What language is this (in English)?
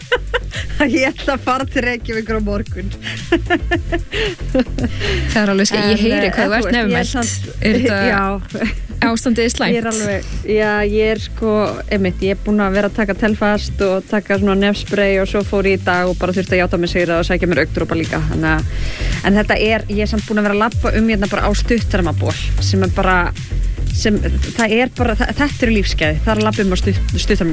Icelandic